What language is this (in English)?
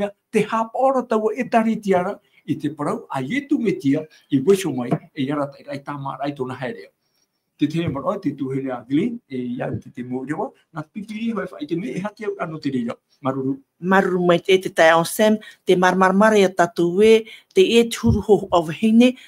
Tahitian